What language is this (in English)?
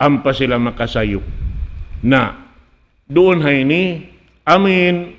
Tausug